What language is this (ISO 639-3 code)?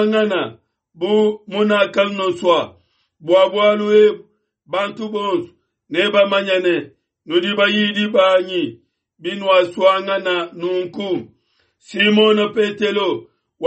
lua